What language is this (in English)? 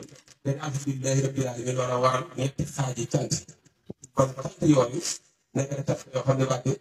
Wolof